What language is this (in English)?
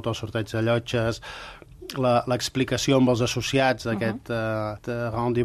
Catalan